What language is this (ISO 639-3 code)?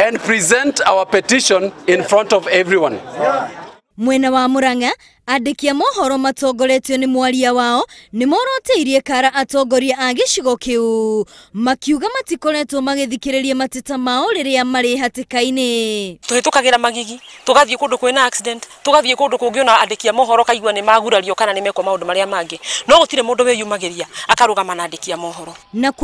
kik